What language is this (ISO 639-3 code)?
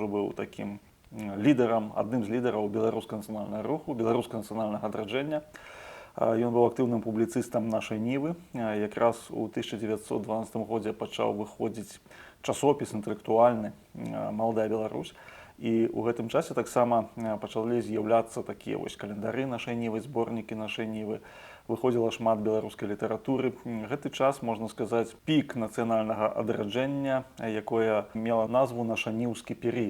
bel